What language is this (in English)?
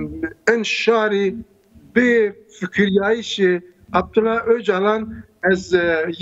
Zaza